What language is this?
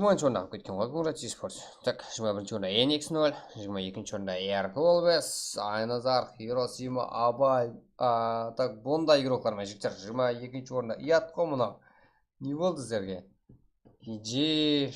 Kara-Kalpak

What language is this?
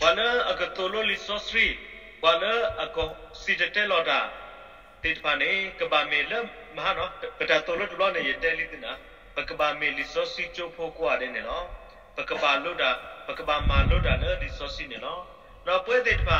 S'gaw Karen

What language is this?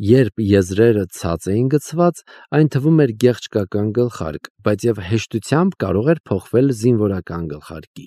Armenian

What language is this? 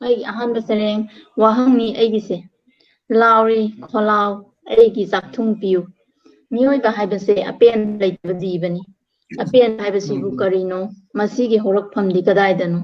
Manipuri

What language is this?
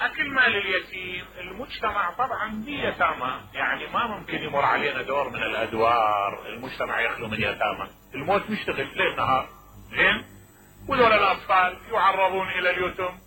Mesopotamian Arabic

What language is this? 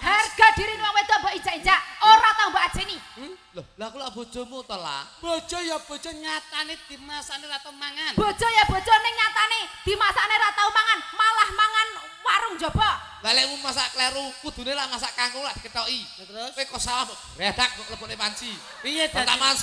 Javanese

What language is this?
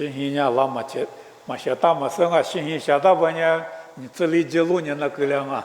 Lisu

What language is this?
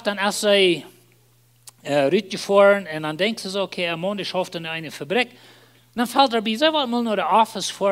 Plautdietsch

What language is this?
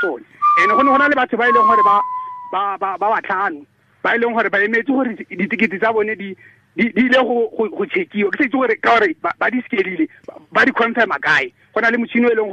Tswana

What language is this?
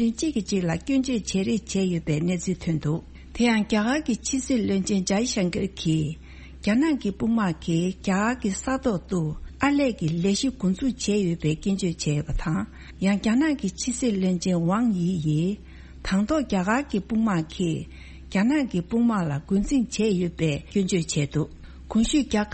Tibetan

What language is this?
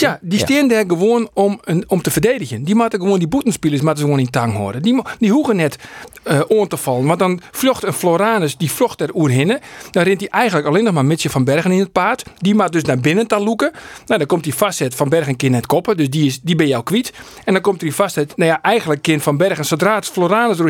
Western Frisian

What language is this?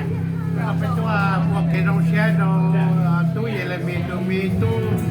Hmong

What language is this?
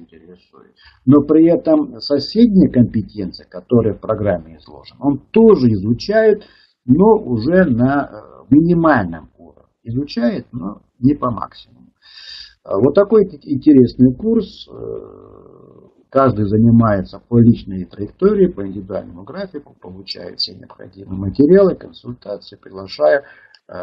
Russian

